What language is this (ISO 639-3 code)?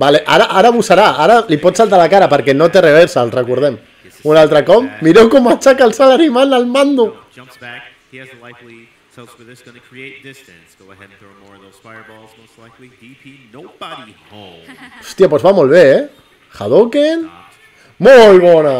cat